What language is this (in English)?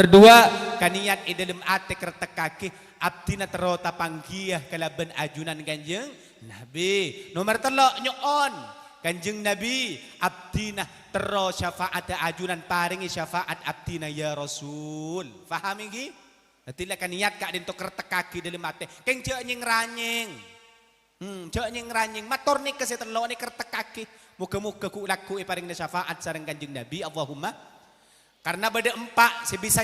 Madurese